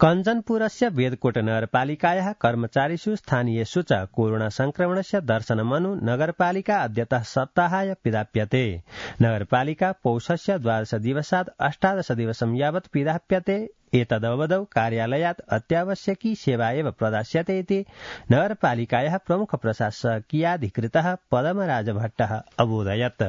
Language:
Sanskrit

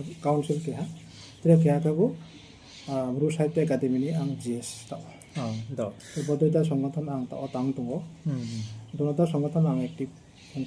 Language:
Riang (India)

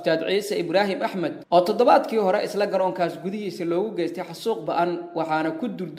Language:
Somali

